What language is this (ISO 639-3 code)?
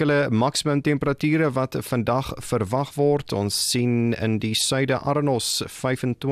afr